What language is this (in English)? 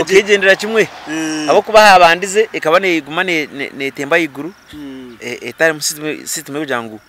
Nyankole